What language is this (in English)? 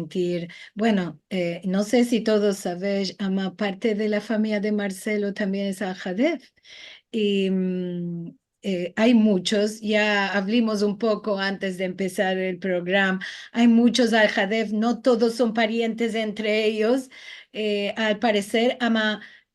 Ladino